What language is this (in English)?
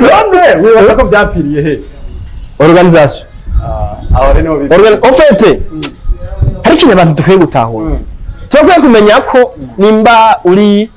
Rundi